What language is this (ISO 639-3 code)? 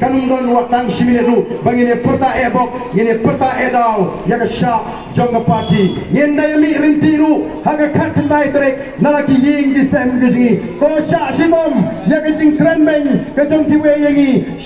kha